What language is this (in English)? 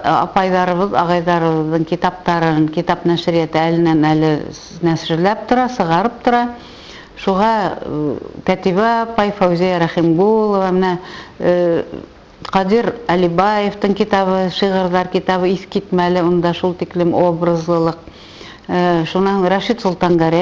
Bashkir